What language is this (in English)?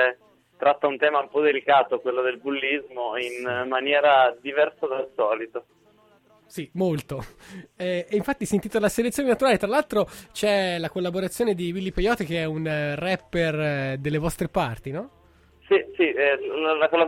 Italian